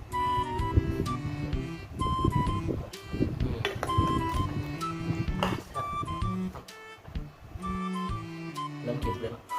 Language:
Lao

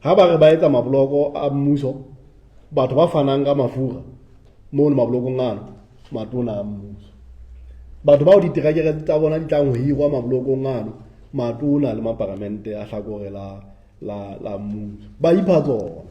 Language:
Southern Sotho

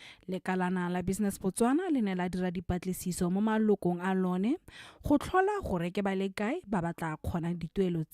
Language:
Tswana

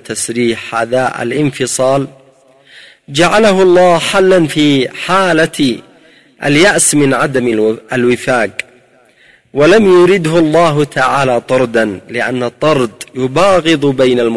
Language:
Arabic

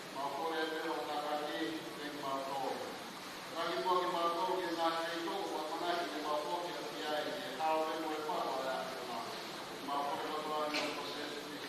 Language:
Tongan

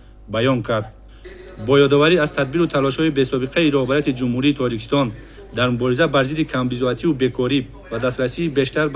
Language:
Tajik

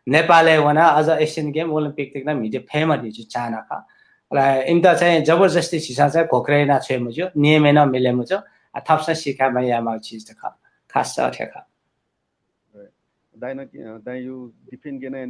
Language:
Newari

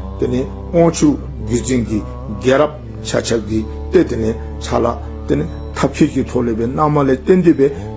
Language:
Dzongkha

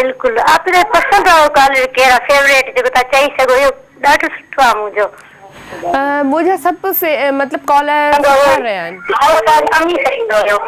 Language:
Sindhi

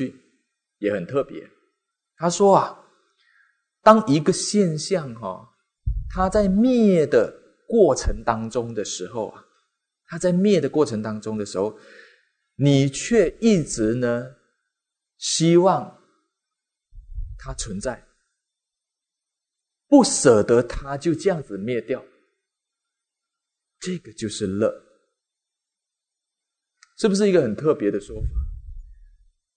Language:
Chinese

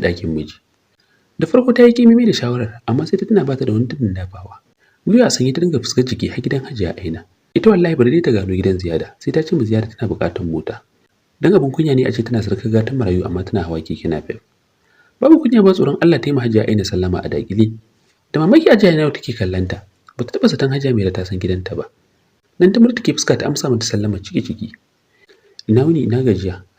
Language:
Hausa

